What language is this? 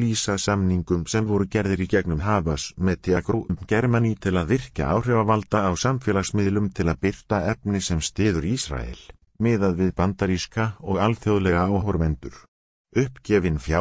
Icelandic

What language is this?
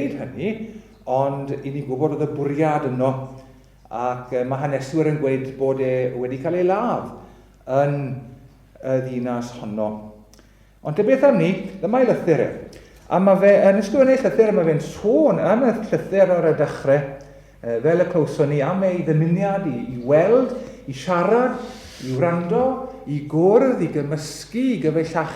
Welsh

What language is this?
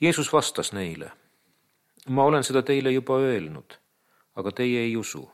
Estonian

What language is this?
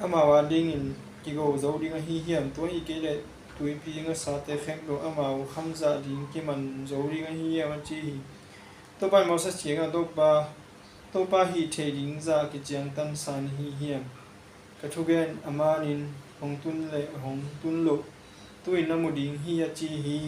Tedim Chin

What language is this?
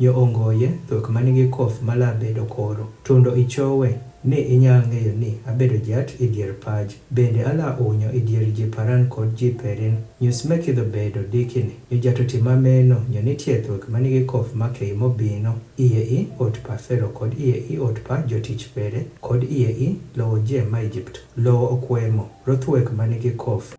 Adhola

